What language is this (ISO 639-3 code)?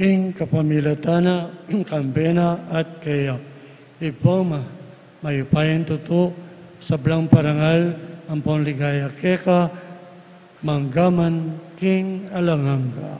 pam